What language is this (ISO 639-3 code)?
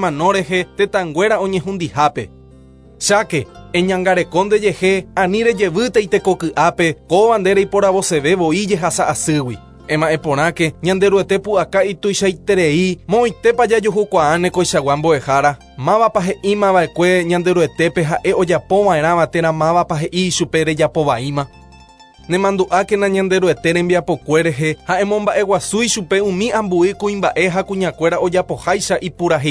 grn